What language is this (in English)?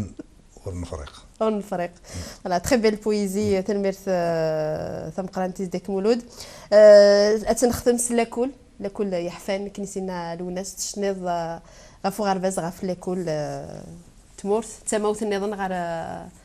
Kabyle